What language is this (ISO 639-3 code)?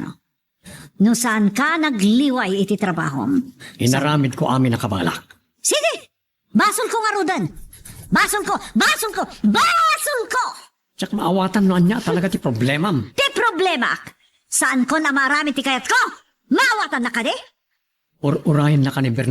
ilo